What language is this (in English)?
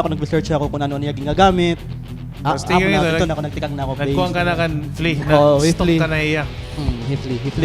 Waray